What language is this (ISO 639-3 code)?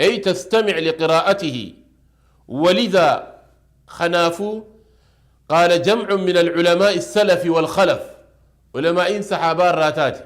orm